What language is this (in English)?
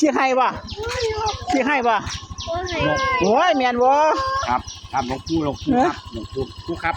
Northeastern Thai